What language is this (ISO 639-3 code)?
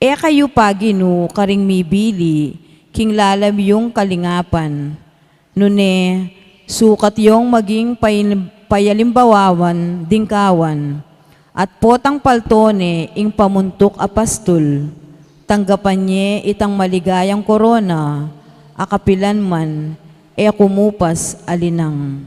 pam